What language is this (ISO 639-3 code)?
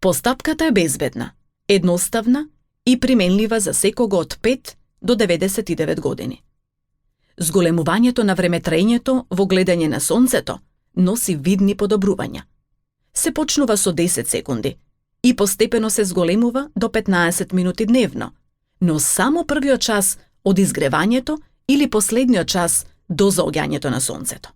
mkd